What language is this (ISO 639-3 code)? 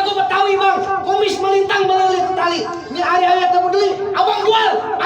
bew